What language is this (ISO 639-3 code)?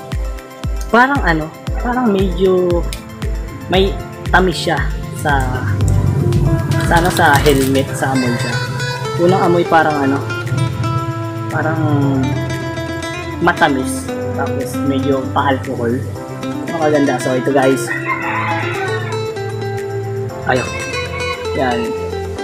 fil